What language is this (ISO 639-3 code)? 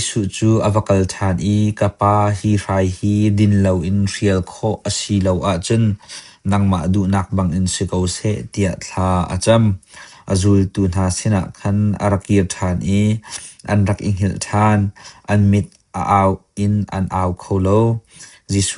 cnh